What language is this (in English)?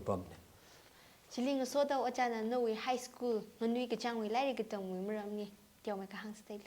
Tangkhul Naga (India)